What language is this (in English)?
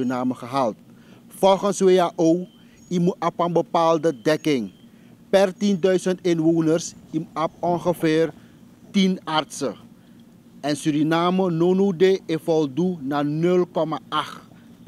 Dutch